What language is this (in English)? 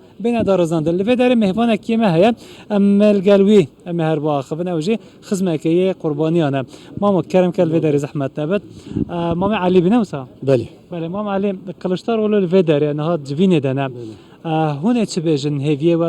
Kurdish